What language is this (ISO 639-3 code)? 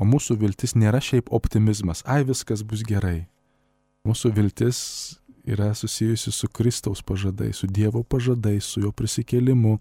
lit